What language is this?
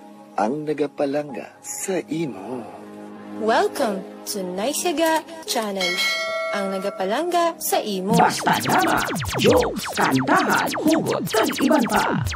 Hiligaynon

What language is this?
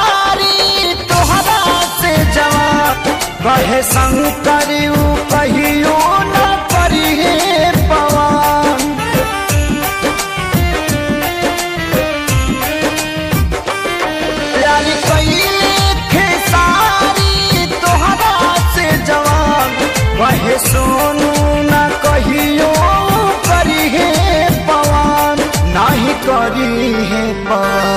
Bhojpuri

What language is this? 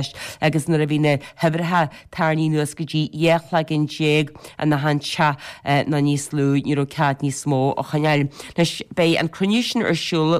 Irish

